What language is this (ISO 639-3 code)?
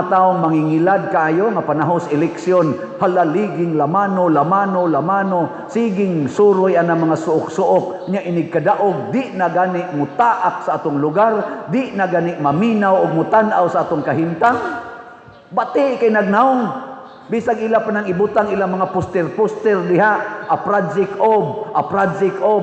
ceb